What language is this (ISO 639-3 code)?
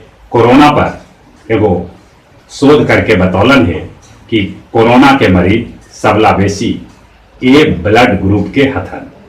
mag